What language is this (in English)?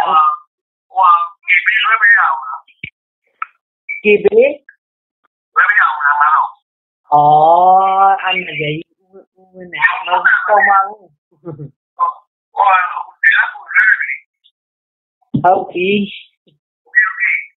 Burmese